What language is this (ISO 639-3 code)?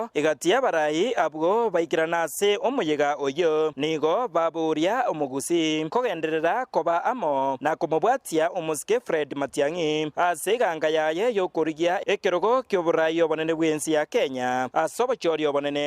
guz